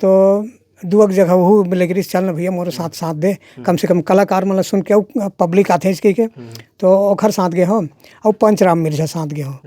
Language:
Chhattisgarhi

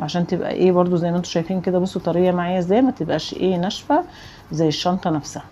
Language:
Egyptian Arabic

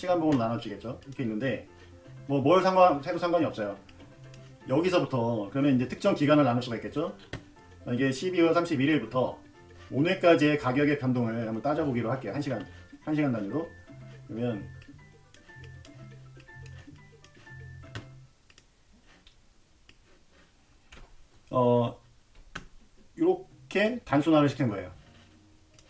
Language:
Korean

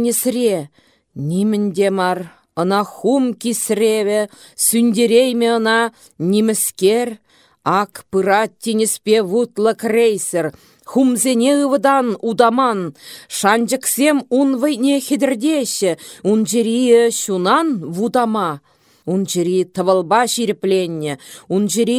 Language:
Chuvash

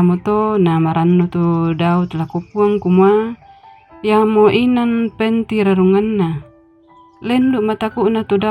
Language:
Toraja-Sa'dan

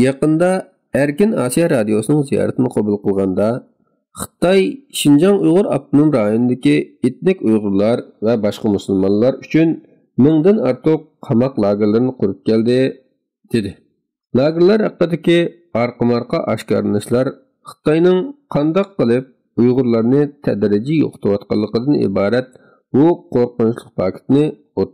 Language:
Uyghur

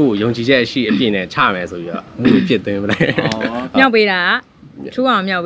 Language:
Burmese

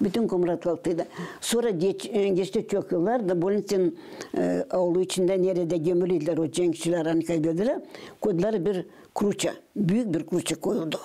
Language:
Gagauz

